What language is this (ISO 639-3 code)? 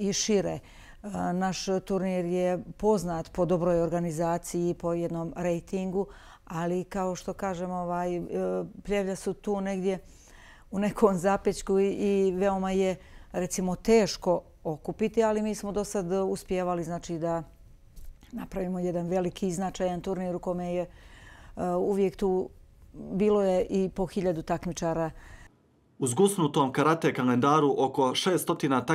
hrv